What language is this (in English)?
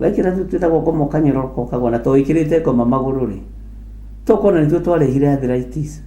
Kikuyu